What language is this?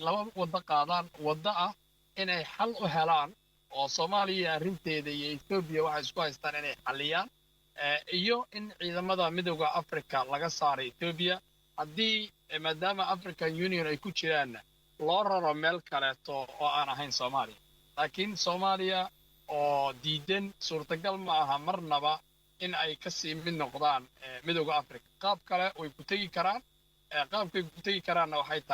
Somali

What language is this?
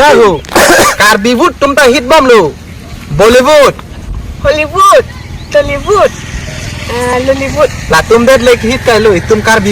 Karbi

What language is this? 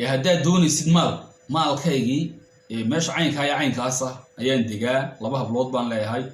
Somali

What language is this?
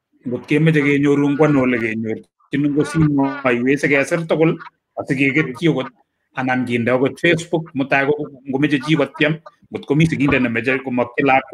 Kalenjin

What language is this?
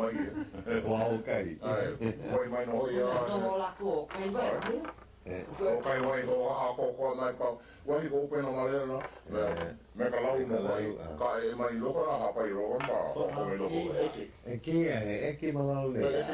Hawaiian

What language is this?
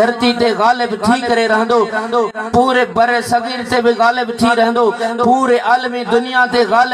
Sindhi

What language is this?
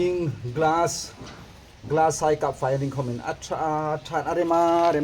Hmar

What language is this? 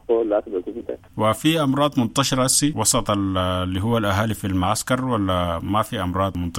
Sudanese Arabic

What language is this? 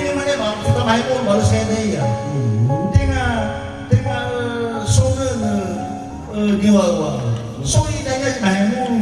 Nias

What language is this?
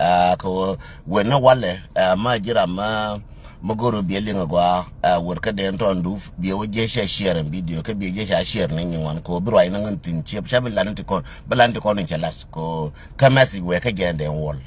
Nuer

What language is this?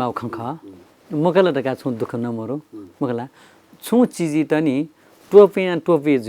Newari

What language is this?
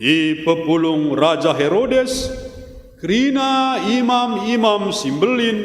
Batak Karo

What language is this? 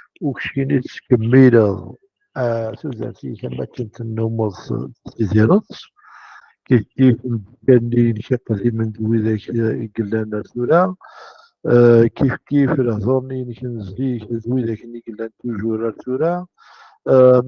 Kabyle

